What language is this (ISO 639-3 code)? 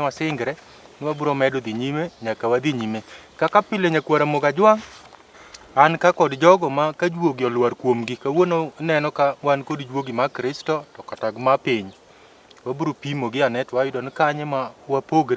luo